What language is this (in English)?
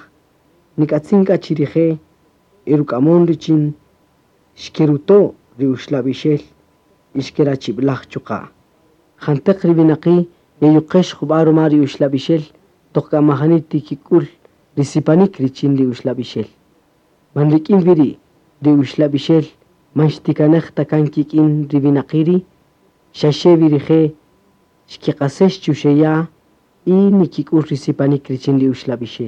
Kaqchikel